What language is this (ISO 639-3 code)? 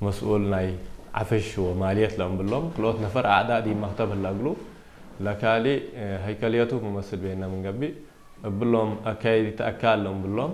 tig